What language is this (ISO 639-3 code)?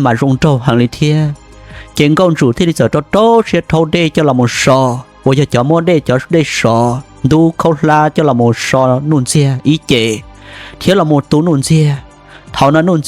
hmn